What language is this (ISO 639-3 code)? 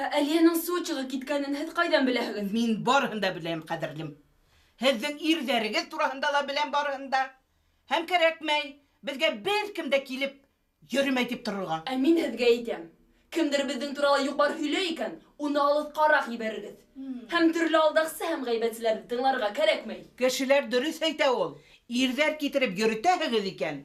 bak